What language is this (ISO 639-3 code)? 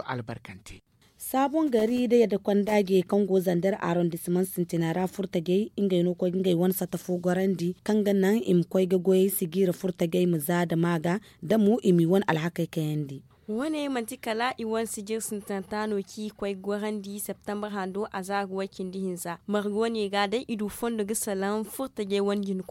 dje